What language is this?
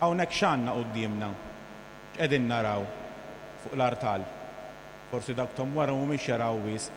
Maltese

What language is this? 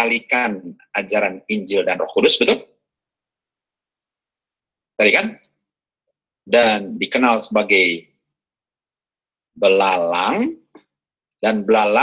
Indonesian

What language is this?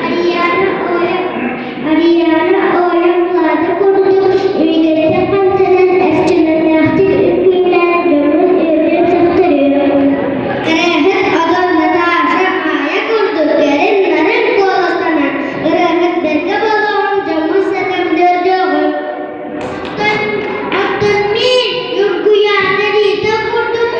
Yakut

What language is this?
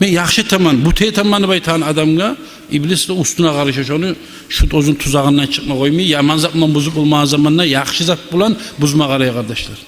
Kumyk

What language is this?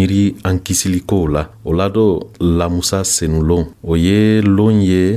Dyula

